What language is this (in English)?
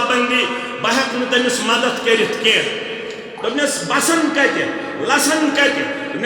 Kashmiri